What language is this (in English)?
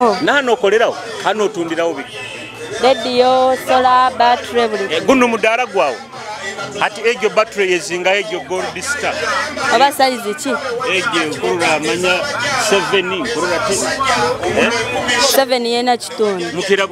Nyoro